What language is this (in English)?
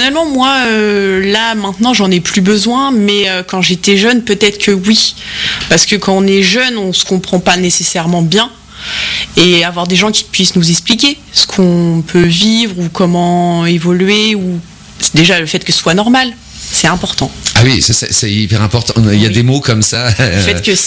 French